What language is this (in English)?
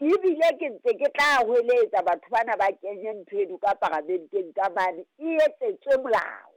Southern Sotho